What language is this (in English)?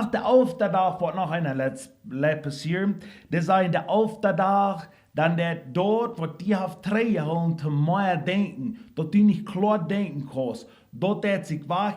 Plautdietsch